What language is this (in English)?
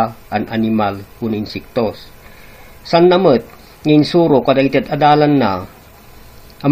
Iloko